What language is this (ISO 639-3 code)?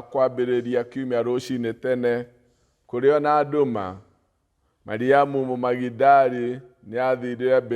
kik